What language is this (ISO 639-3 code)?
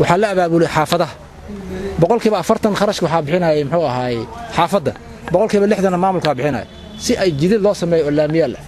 som